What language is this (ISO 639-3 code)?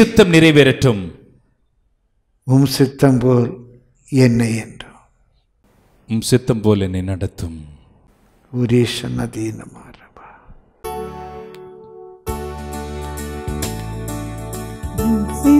tam